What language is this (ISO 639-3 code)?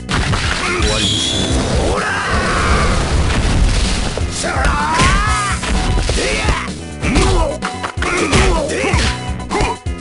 jpn